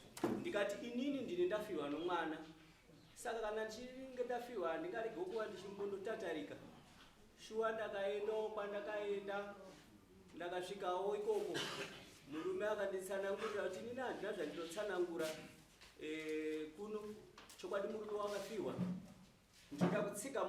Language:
Shona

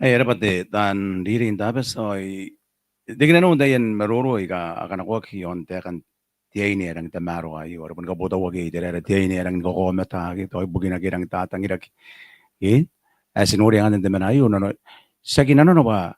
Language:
Gilbertese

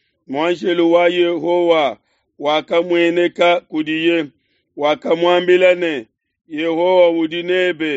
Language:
Luba-Lulua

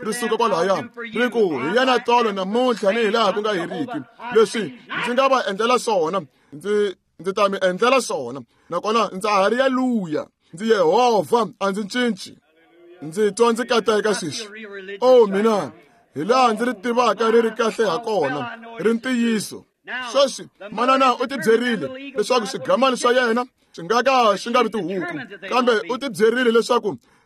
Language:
Tsonga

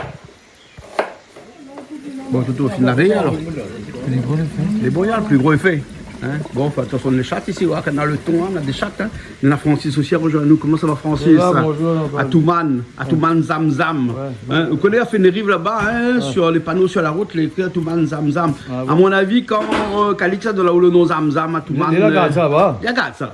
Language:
Réunion Creole French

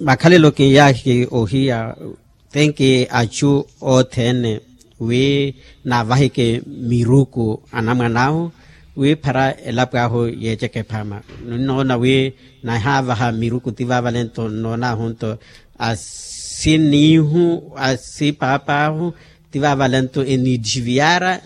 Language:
Makhuwa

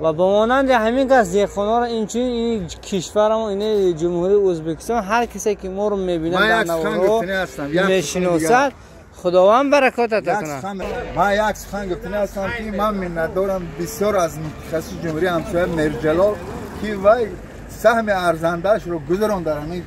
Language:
Tajik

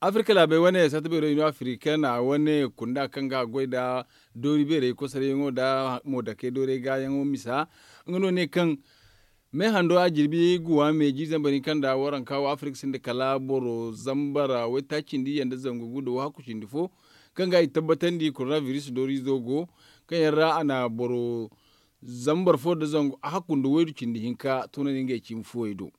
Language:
Zarma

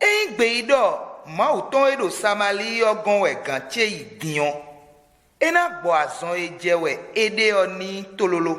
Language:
Fon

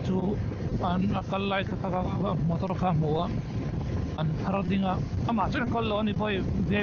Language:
Mizo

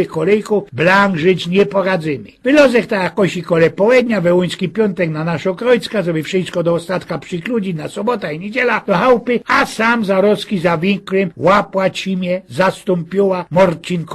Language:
Silesian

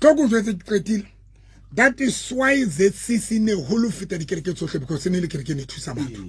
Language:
Southern Sotho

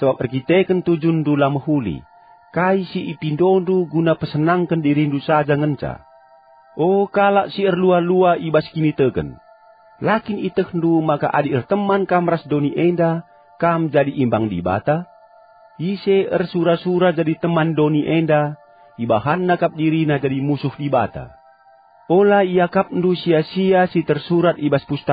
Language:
Batak Karo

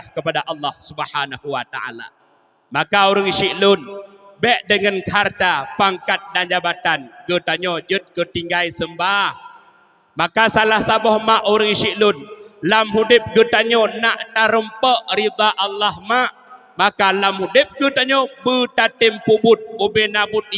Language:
Achinese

